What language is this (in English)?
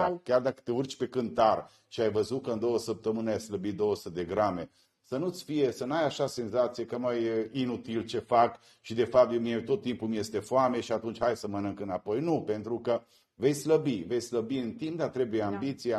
Romanian